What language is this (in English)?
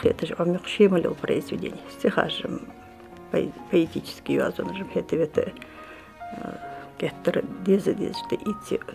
Ingush